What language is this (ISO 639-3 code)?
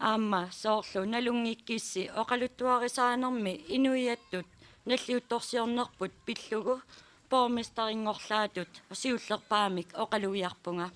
kal